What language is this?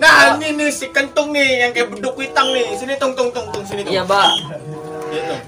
Betawi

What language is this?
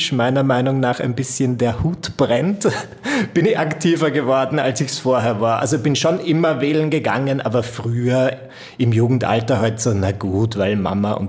German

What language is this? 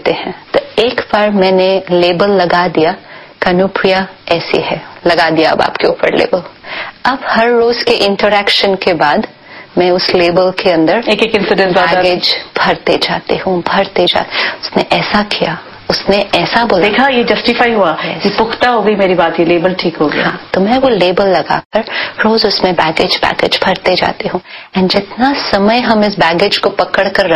Hindi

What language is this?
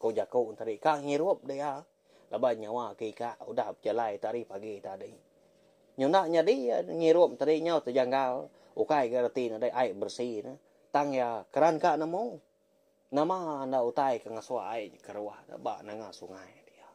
Iban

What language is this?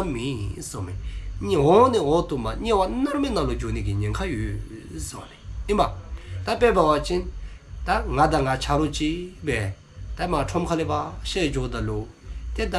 Dzongkha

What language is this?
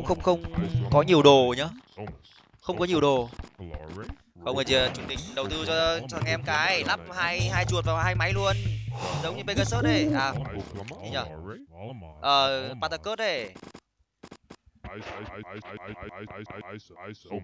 Vietnamese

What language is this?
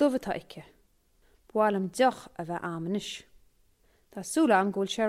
Irish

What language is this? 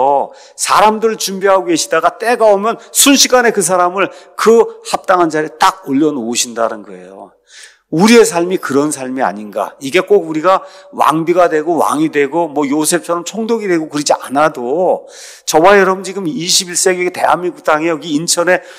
Korean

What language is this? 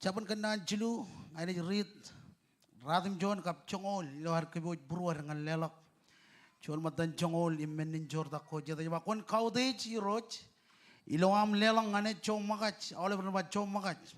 Marshallese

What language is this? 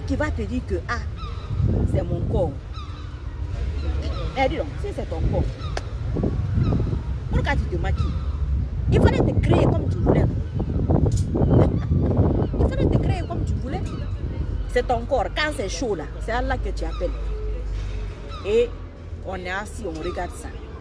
French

